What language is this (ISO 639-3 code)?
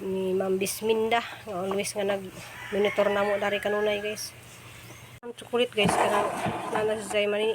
ceb